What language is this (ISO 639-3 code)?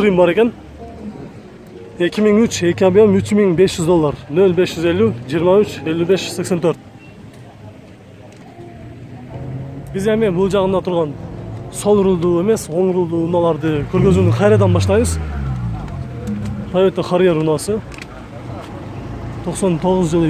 kir